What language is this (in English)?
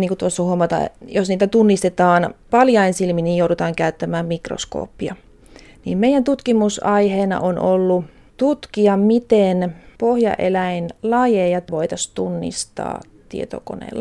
Finnish